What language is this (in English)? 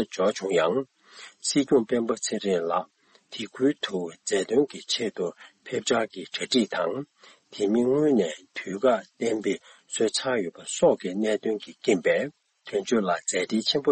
Tibetan